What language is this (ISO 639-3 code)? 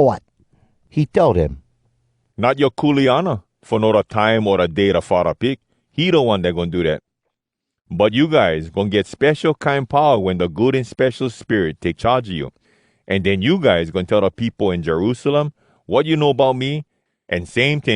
hwc